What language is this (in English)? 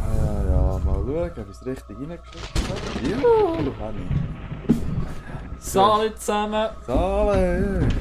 Swiss German